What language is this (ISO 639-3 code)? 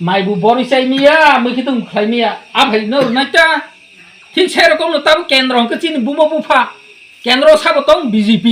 trp